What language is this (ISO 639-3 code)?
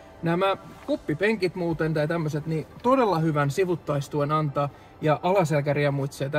fin